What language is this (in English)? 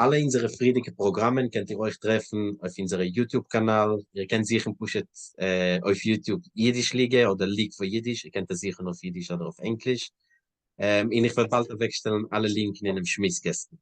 Yiddish